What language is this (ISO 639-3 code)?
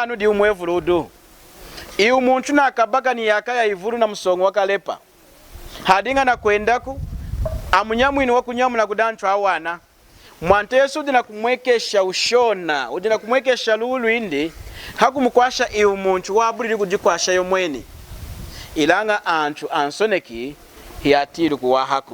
lun